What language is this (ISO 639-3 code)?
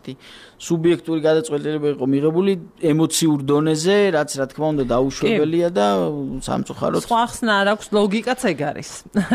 kat